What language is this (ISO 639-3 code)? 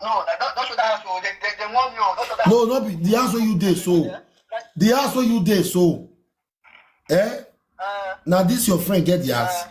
pcm